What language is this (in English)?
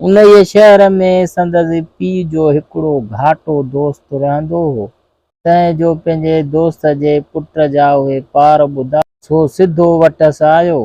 Sindhi